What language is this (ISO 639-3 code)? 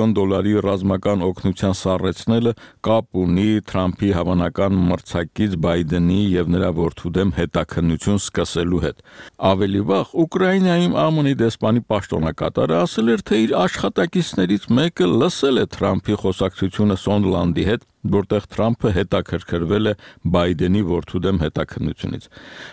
hye